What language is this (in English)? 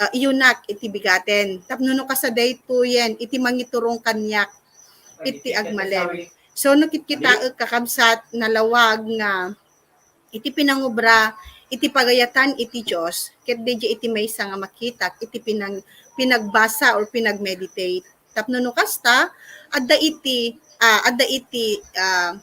Iloko